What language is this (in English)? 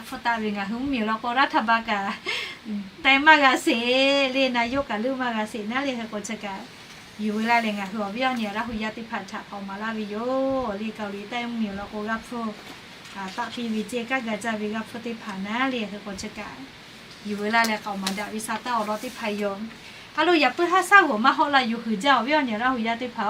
Lahu